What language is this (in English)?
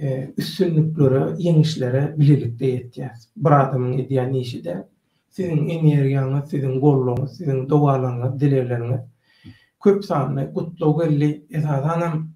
Turkmen